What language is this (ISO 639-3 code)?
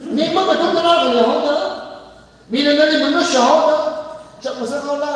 nmf